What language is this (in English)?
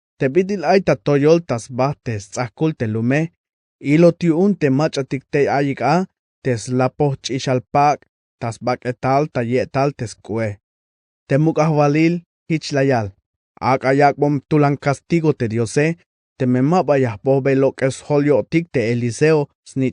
Tzeltal